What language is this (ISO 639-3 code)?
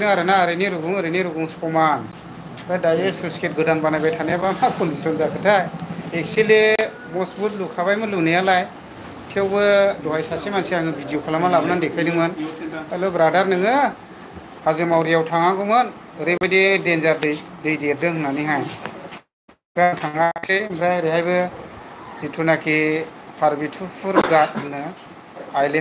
brx